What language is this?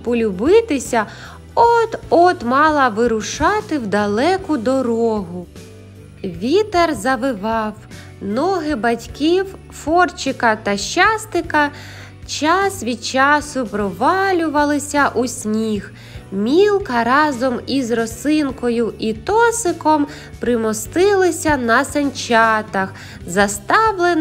Ukrainian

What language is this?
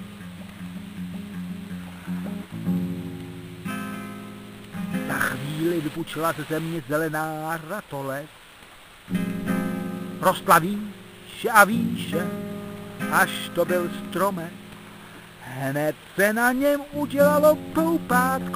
Czech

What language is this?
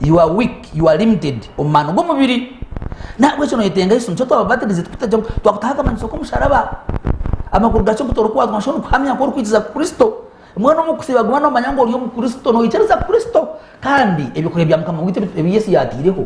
Nyankole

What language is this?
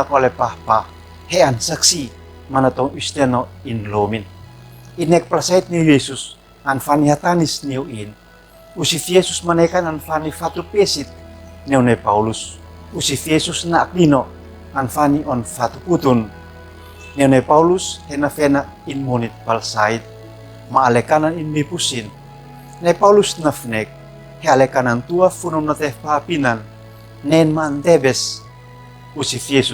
Uab Meto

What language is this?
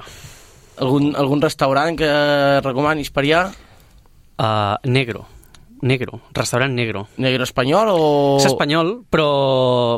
Catalan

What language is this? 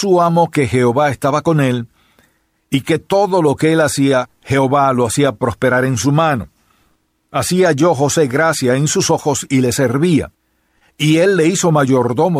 Spanish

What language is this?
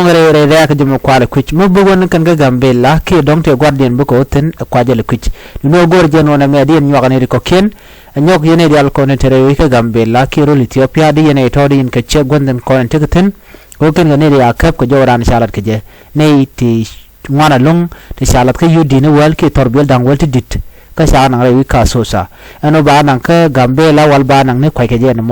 Nuer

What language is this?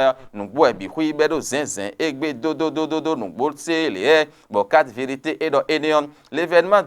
Fon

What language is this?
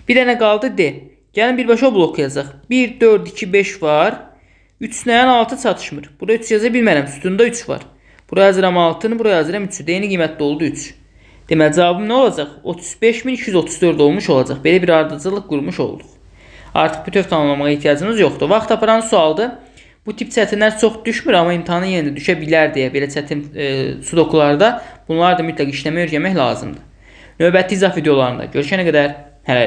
Azerbaijani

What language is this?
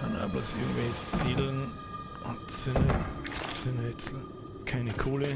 Bavarian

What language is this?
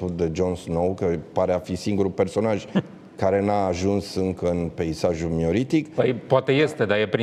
Romanian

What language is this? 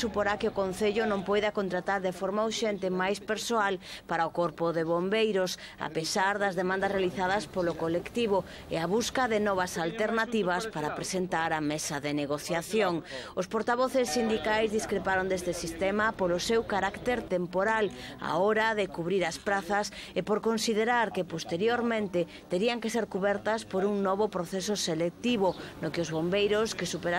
Galician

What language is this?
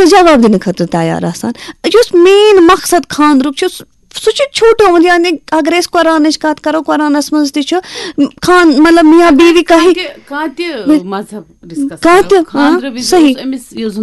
Kashmiri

